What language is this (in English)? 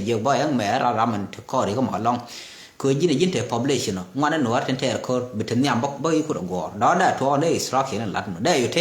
Nuer